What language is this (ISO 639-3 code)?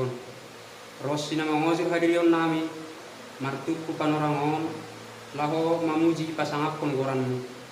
bts